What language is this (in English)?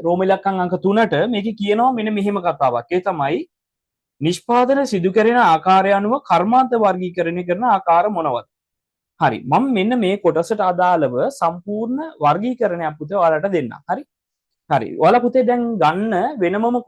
Sinhala